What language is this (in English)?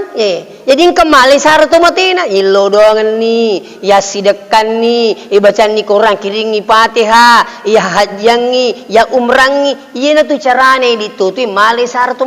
Buginese